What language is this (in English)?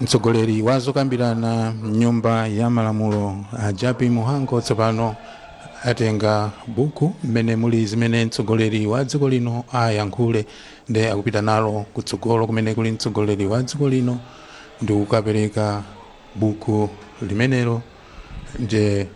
Nyanja